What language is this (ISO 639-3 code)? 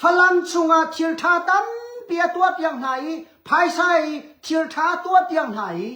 cnh